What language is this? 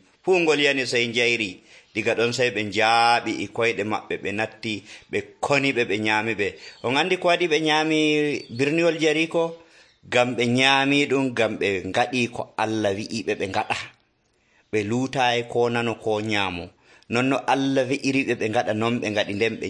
Nigerian Fulfulde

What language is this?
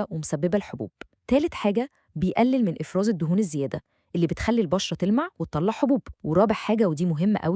Egyptian Arabic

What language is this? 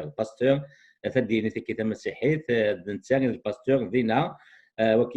Kabyle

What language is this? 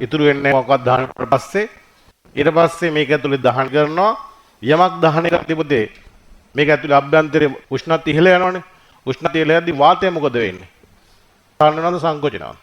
Sinhala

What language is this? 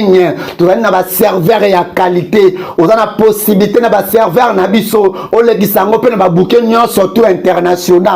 Lingala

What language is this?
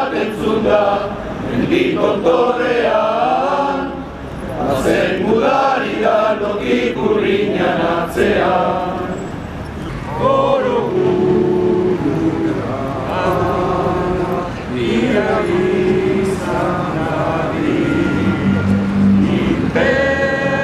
Basque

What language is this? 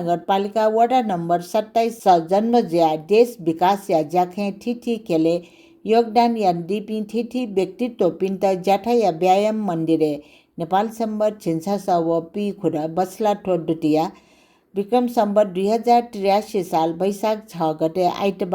Newari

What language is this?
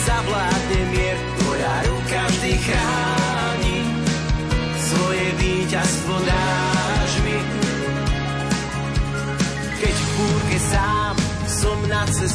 Slovak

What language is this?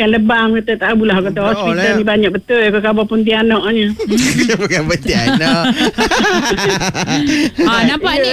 Malay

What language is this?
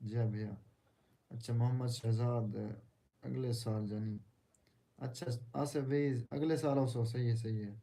Saraiki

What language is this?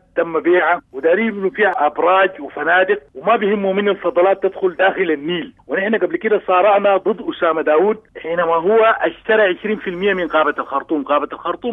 Sudanese Arabic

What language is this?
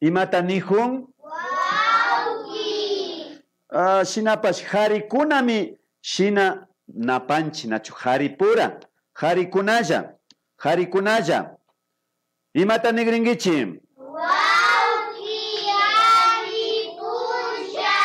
Imbabura Highland Quichua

